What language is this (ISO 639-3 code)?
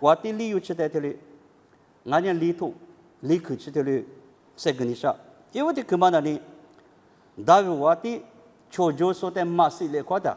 lis